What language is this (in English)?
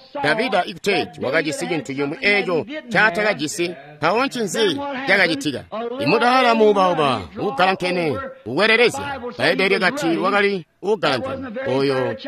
Tonga (Zambia)